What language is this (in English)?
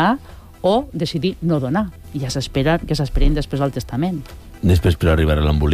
Catalan